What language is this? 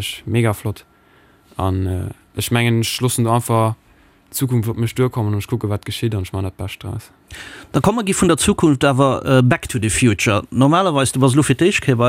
Luxembourgish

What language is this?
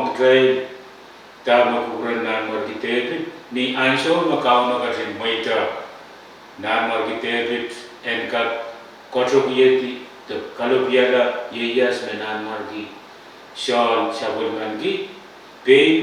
Pohnpeian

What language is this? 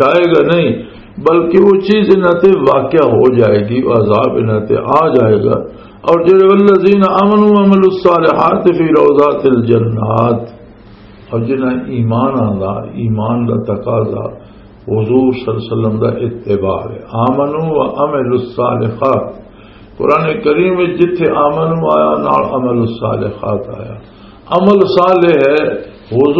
Western Panjabi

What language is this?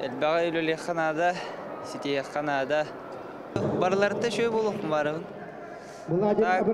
Yakut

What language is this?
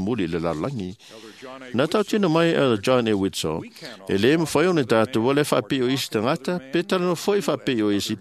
Samoan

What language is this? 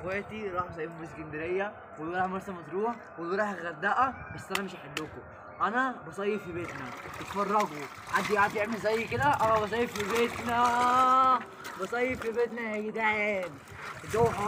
Egyptian Arabic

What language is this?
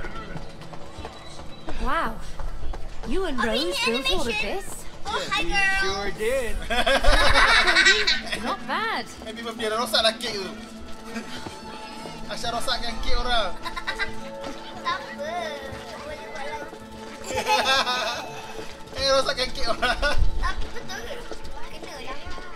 Malay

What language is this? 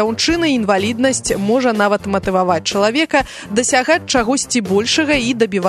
Belarusian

